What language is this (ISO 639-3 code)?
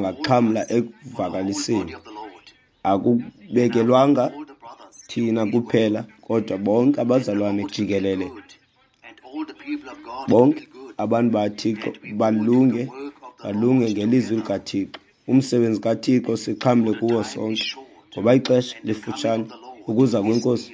xho